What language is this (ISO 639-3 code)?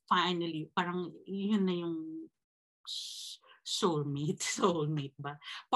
fil